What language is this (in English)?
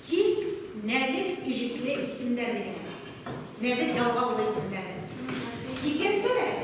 Bashkir